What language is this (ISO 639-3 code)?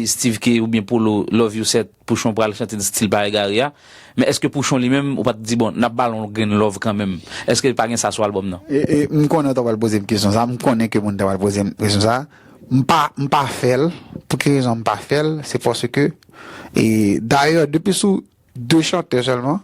hat